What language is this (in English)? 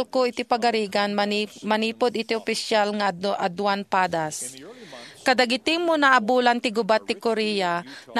Iloko